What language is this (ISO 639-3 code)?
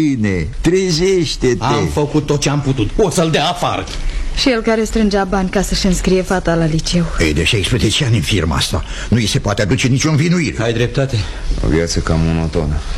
ron